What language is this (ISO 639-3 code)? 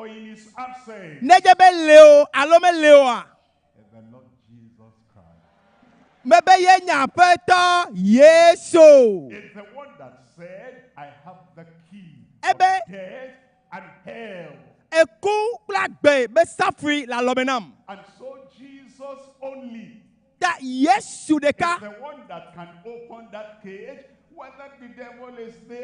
ewe